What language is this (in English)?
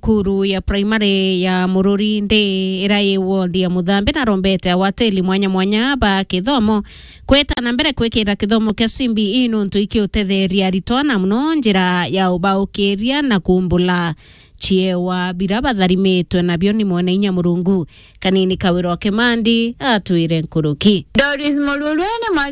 Meru